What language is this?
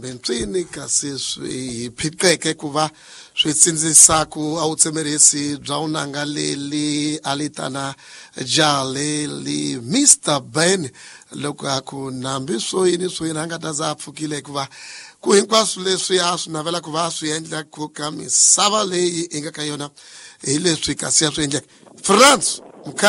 Tsonga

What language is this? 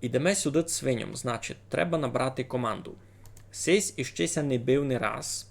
Rusyn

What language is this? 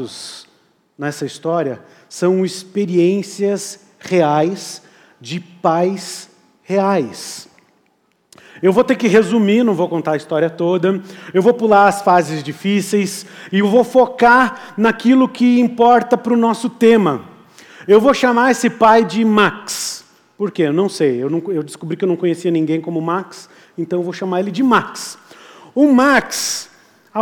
Portuguese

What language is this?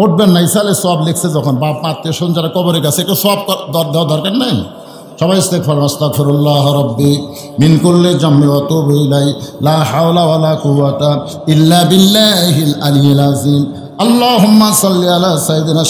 Bangla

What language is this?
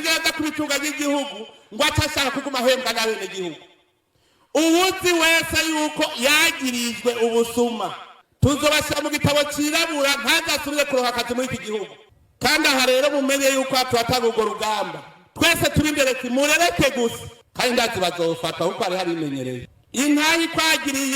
Rundi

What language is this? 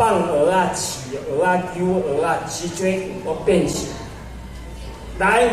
Min Nan Chinese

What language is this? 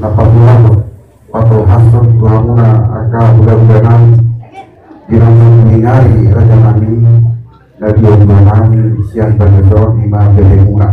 Batak Toba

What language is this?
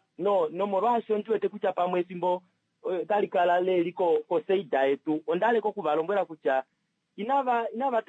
Kuanyama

